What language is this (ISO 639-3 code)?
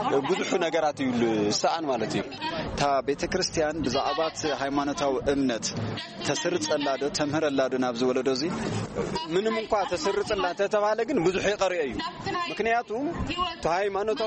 tir